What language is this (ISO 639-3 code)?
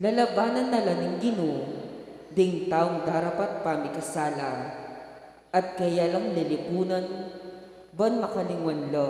pam